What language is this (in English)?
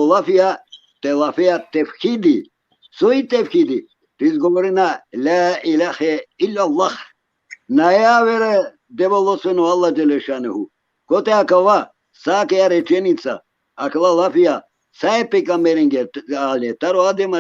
Balkan Romani